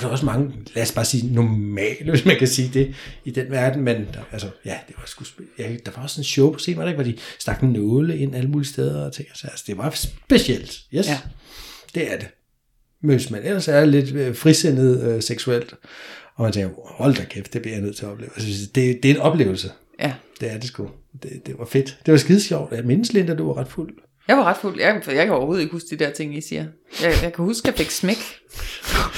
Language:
Danish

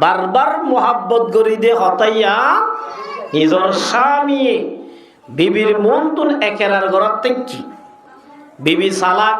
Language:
Rohingya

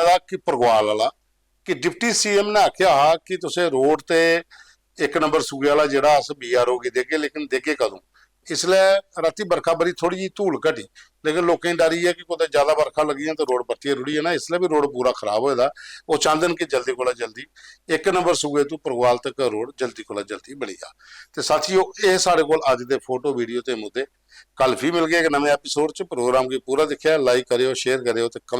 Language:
Dogri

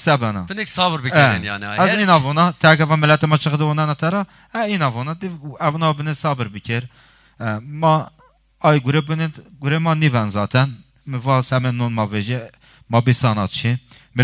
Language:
Zaza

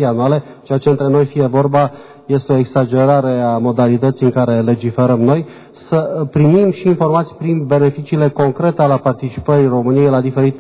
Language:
Romanian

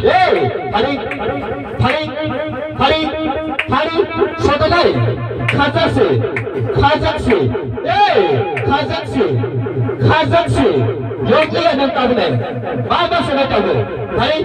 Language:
Kok Borok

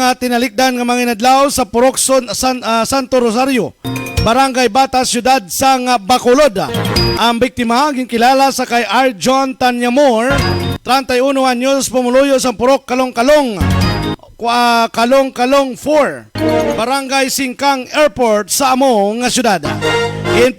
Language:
Hiligaynon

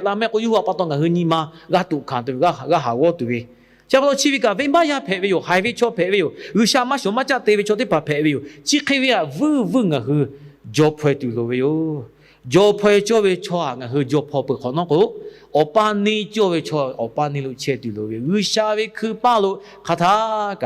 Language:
Lahu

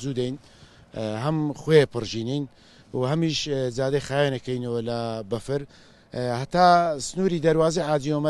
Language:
Central Kurdish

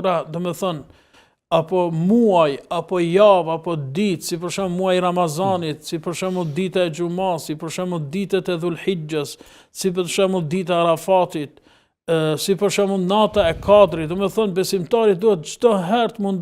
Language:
Albanian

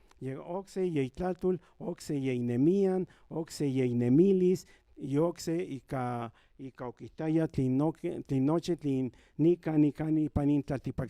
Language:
Central Nahuatl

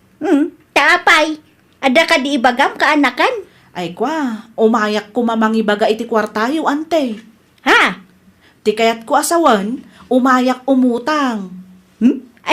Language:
Iloko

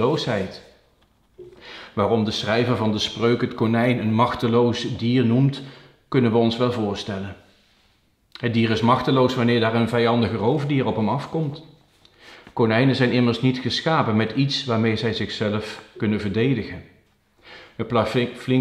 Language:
Dutch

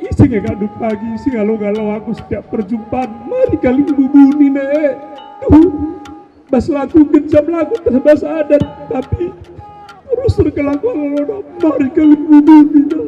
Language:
Batak Karo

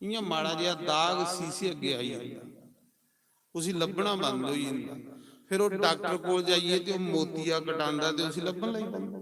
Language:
Dogri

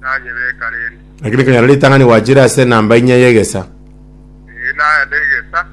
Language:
Gusii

